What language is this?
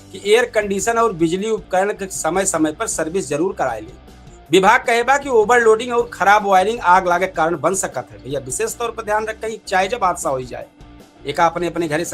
Awadhi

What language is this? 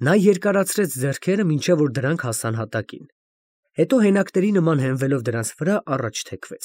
Armenian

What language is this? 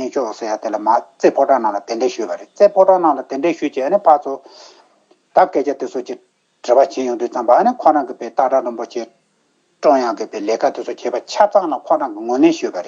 Tibetan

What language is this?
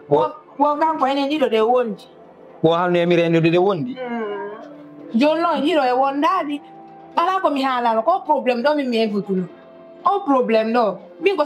Fula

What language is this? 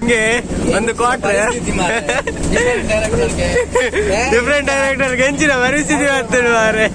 Tulu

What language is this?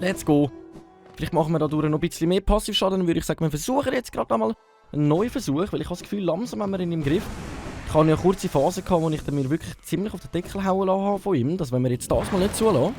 Swiss German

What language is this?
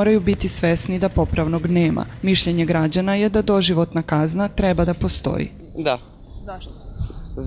Serbian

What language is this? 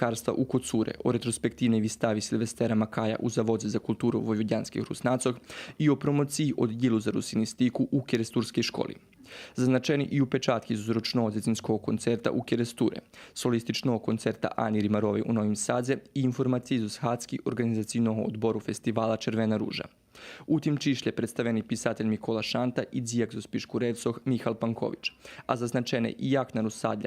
Rusyn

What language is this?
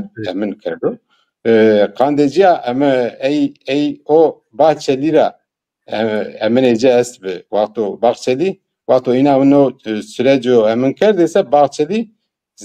Zaza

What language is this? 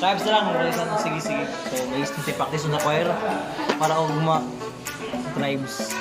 Cebuano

